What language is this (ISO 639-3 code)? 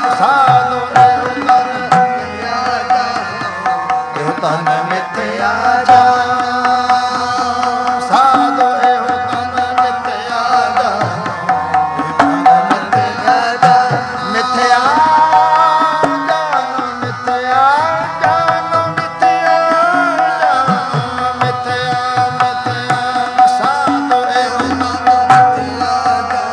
pan